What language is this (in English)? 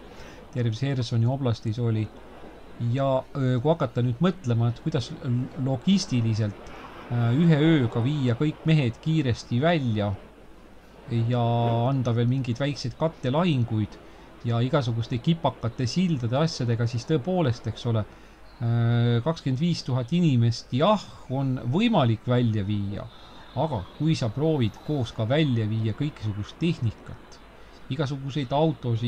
Estonian